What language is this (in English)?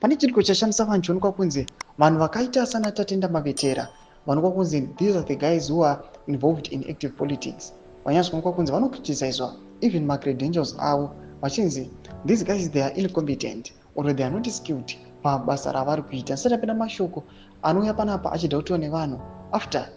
Shona